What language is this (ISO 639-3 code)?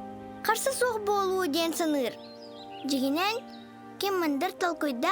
sah